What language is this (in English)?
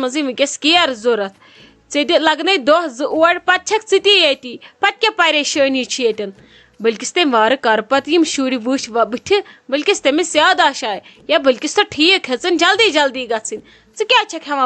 Kashmiri